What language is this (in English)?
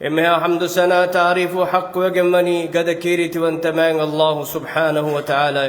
Divehi